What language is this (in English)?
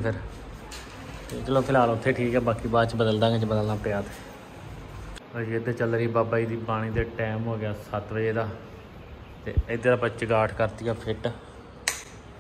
Punjabi